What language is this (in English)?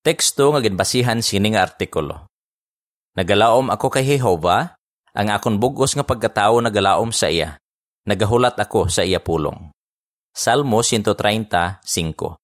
Hiligaynon